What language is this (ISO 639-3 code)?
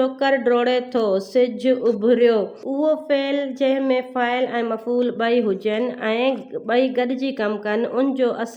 snd